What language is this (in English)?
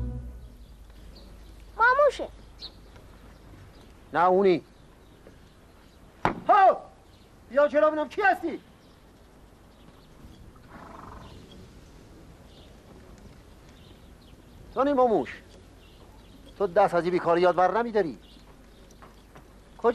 Persian